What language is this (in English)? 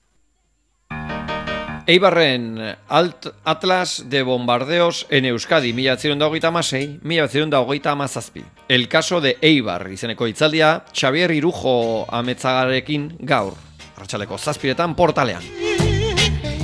Basque